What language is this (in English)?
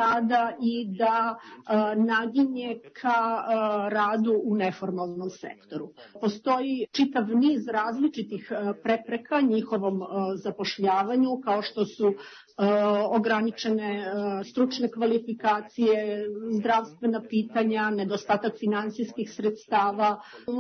Serbian